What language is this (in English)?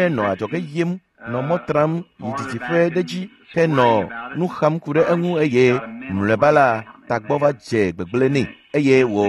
Ewe